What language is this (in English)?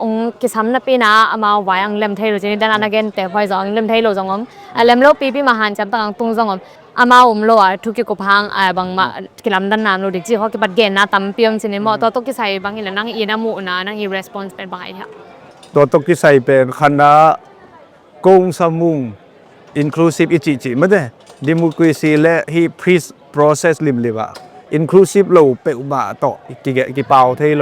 Tedim Chin